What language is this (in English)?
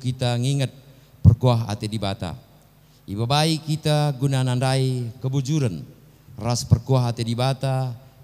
Batak Karo